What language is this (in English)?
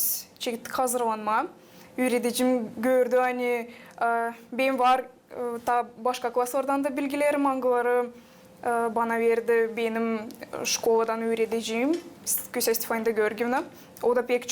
Gagauz